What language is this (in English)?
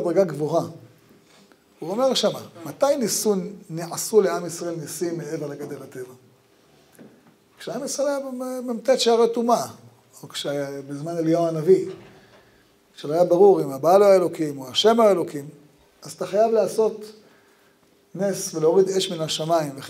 Hebrew